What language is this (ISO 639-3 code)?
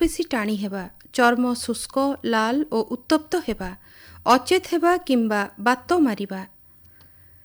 ori